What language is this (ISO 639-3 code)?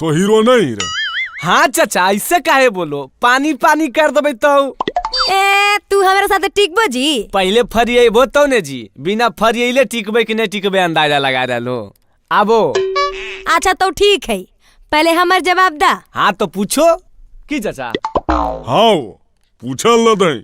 mag